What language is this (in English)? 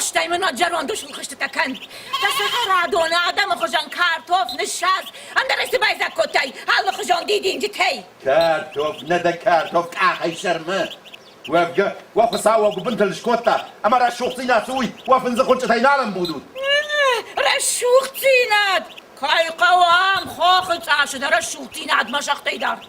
Ossetic